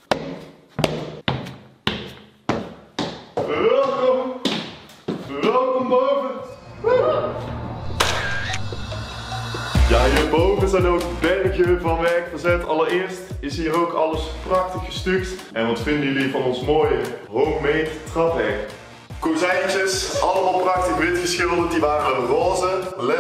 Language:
Dutch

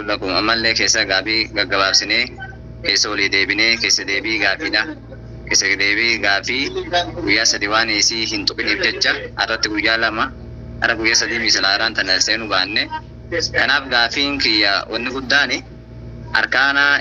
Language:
Oromo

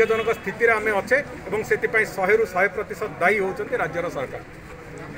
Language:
Odia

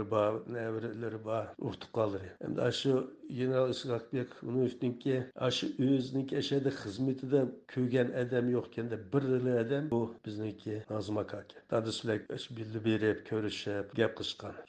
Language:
Uyghur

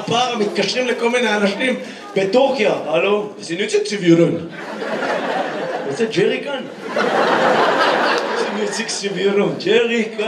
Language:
Hebrew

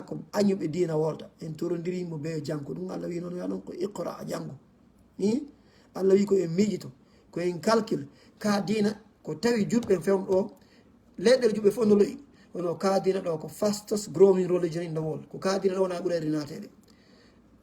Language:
Fula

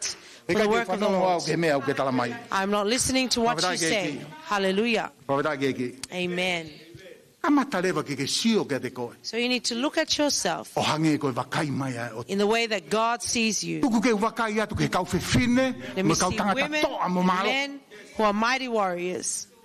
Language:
Tongan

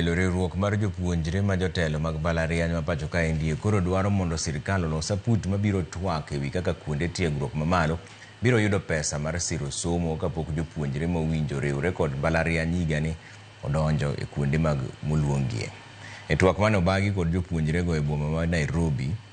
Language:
Luo (Kenya and Tanzania)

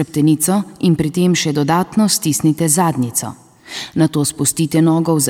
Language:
Slovenian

